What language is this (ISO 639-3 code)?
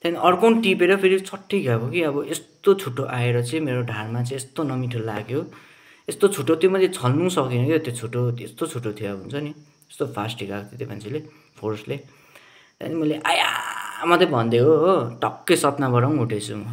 nep